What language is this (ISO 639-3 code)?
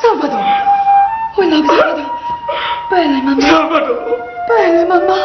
nap